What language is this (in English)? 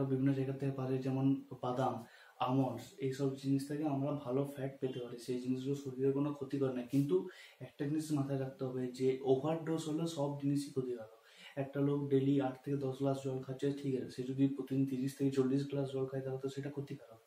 Bangla